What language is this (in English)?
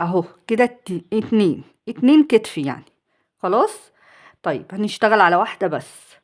Egyptian Arabic